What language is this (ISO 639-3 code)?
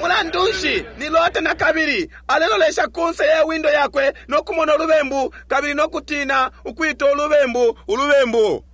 bem